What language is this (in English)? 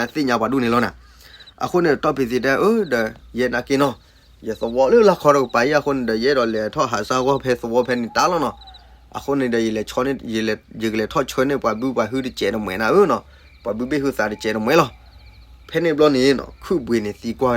S'gaw Karen